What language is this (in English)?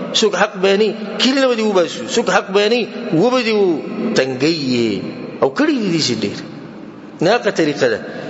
Pashto